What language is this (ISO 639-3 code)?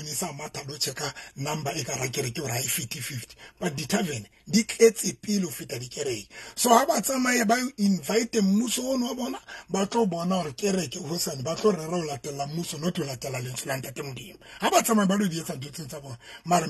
sot